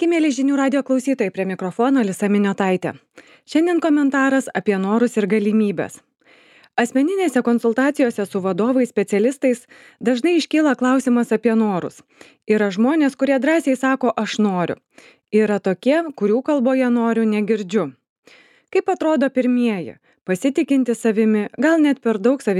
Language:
Lithuanian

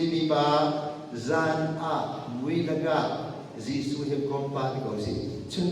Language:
Hakha Chin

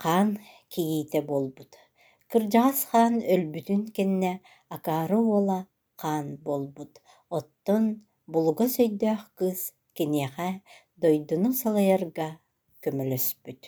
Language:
Yakut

